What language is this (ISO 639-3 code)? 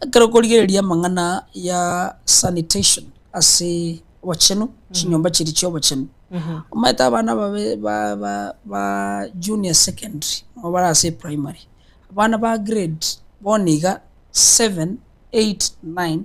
guz